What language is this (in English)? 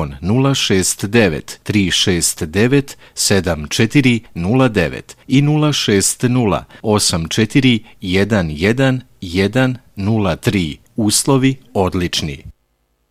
Serbian